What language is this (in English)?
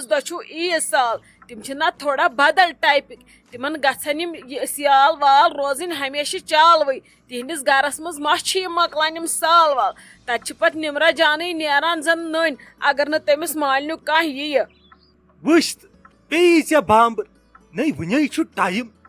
Kashmiri